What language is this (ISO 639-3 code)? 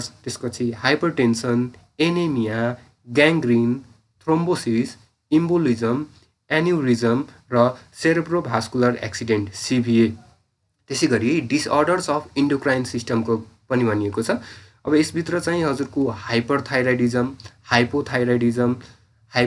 nep